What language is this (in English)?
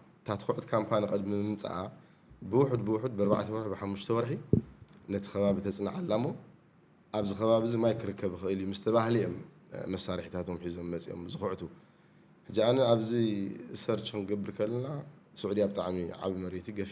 Tigrinya